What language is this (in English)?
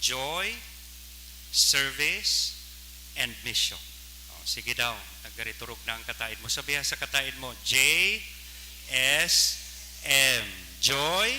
Bikol